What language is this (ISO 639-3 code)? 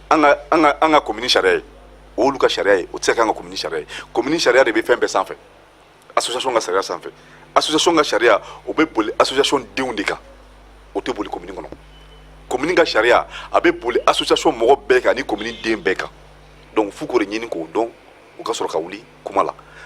bam